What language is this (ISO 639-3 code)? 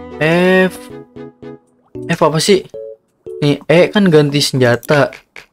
ind